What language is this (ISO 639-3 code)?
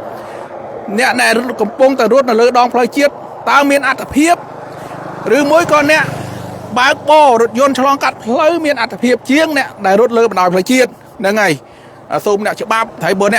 khm